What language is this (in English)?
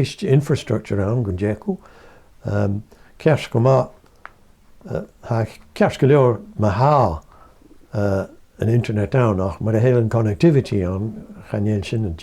Scottish Gaelic